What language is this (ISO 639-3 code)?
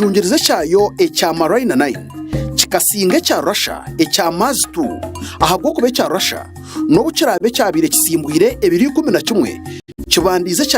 nyn